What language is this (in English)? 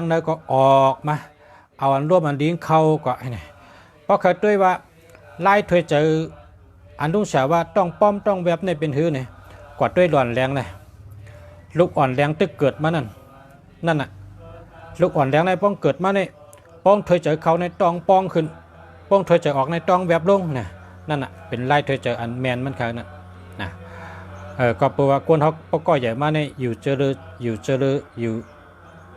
Shan